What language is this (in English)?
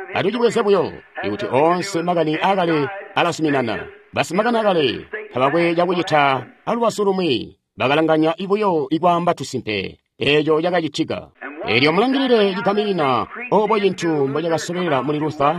Tonga (Zambia)